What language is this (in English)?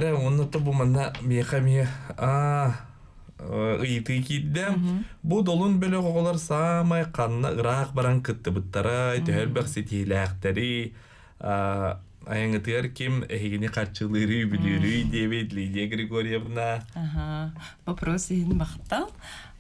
Yakut